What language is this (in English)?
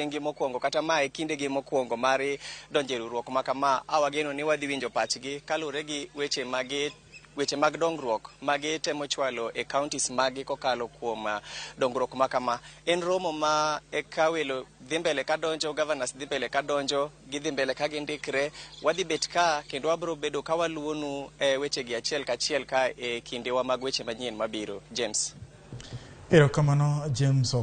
Luo (Kenya and Tanzania)